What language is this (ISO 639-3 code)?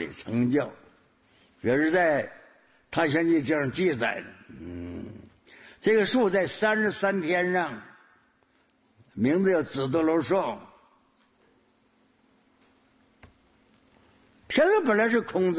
zho